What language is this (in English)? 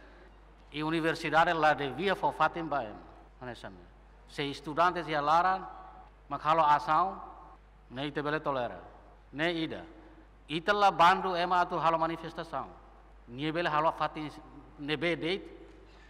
Tetum